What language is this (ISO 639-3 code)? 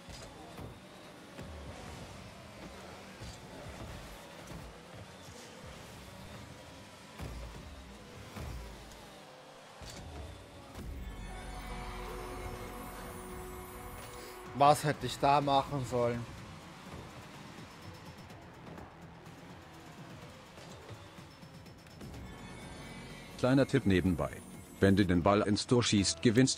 deu